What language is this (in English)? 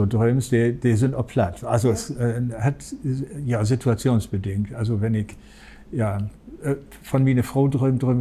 Low German